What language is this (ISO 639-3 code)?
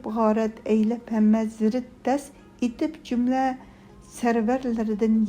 uig